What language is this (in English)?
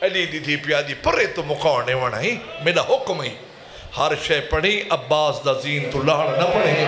Saraiki